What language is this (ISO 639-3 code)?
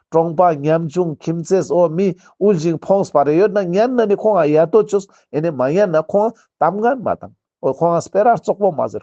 lbj